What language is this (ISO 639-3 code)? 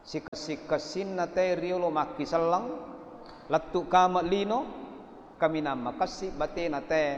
bug